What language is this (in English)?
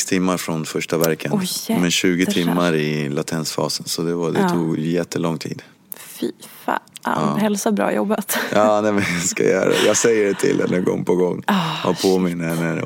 Swedish